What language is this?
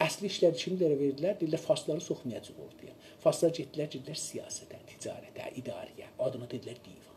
South Azerbaijani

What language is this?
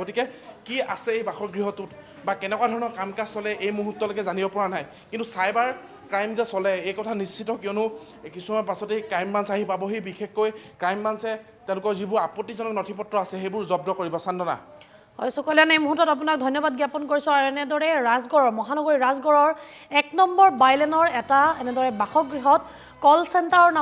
Assamese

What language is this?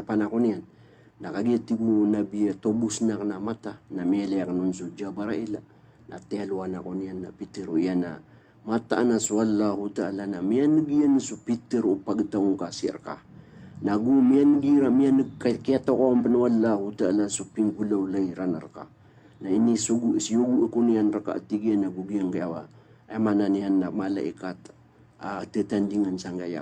Maranao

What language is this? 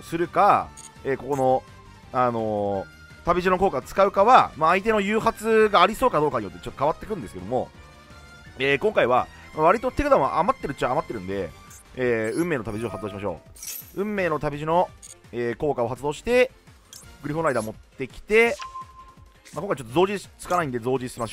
Japanese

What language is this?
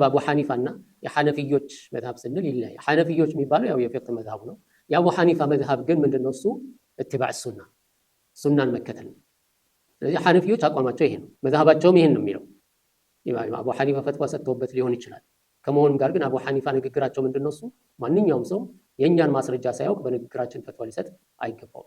Amharic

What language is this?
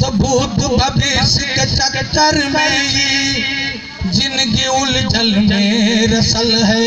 Magahi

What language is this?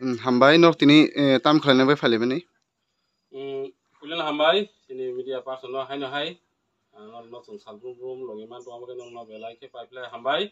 Kok Borok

